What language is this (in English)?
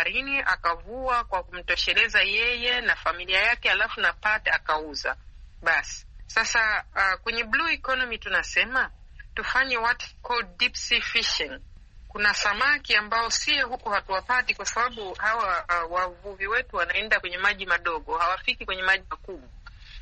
Swahili